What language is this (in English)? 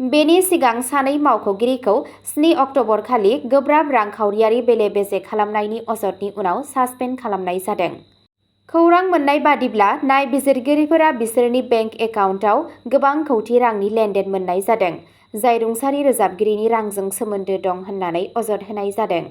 Bodo